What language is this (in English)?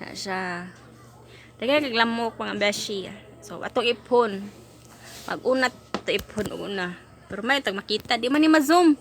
Cebuano